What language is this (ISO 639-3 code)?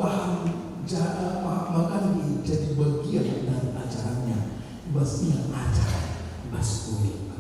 btx